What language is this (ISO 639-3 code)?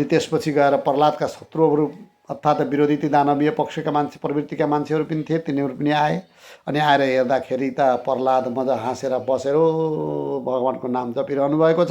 nep